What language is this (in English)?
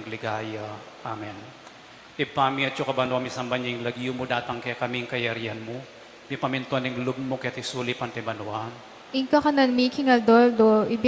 Pampanga